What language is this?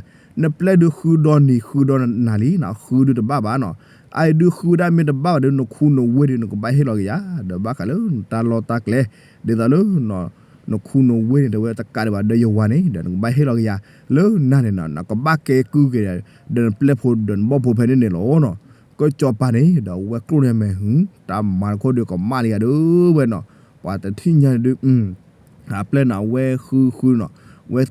S'gaw Karen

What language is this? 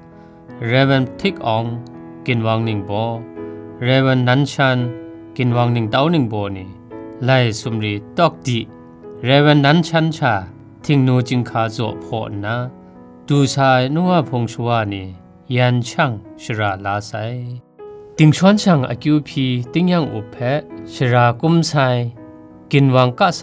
Kachin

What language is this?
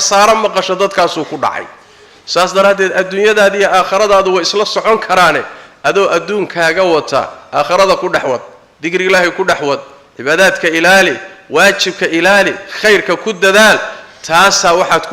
Somali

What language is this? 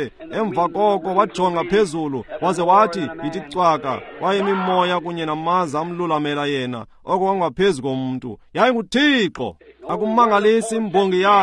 Xhosa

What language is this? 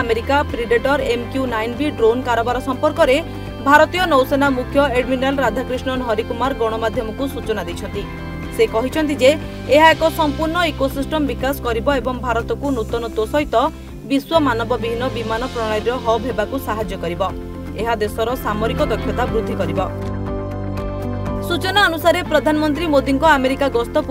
Odia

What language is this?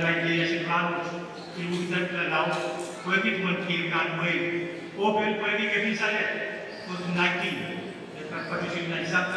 Pohnpeian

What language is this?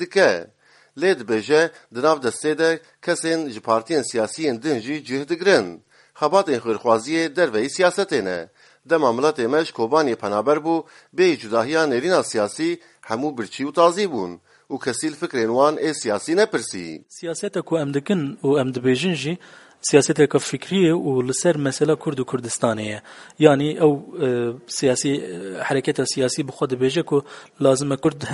Kurdish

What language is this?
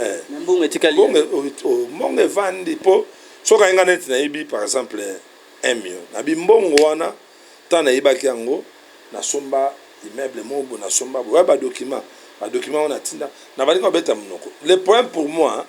Lingala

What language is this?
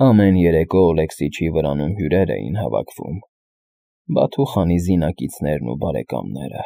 Armenian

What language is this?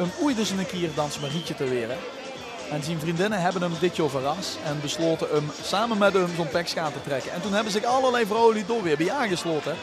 Limburgish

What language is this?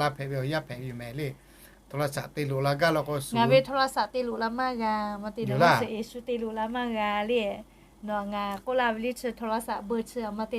Lahu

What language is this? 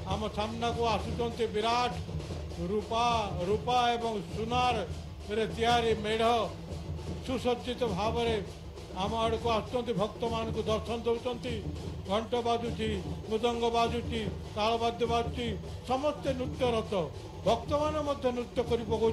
Odia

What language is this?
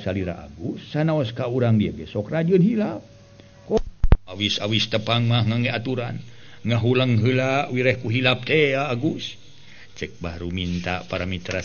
Sundanese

